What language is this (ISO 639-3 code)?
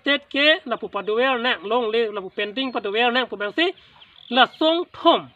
mjw